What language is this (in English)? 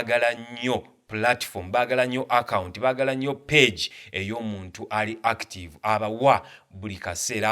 Ganda